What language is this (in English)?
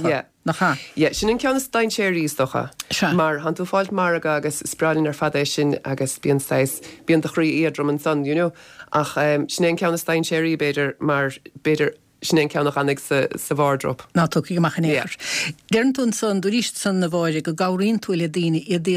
Irish